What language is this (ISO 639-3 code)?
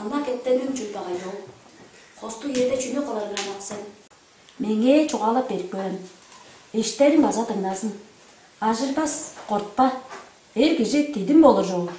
tyv